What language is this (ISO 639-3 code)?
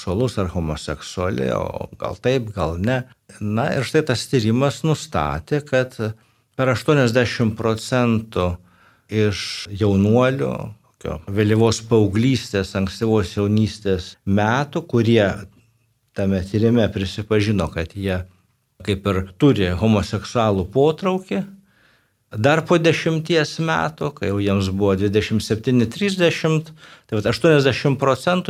lit